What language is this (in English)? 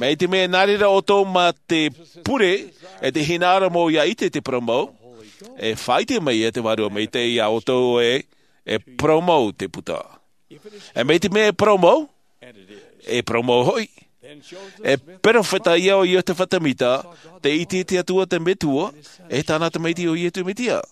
Tahitian